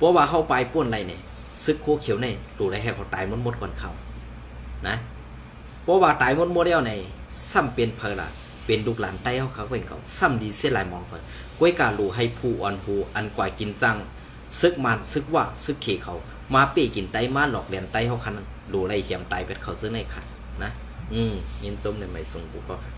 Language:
Shan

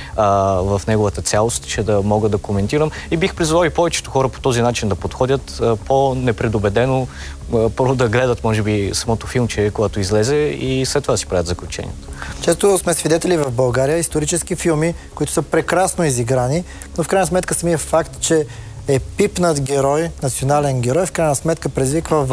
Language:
Bulgarian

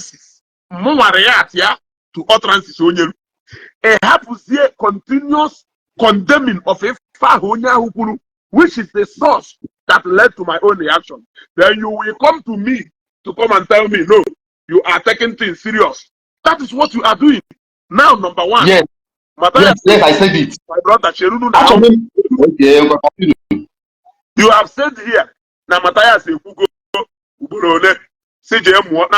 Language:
Igbo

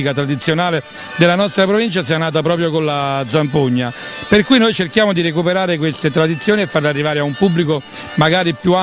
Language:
Italian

